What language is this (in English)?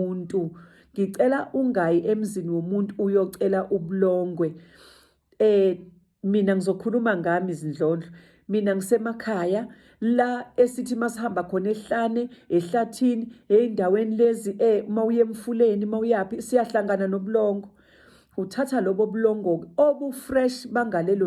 Zulu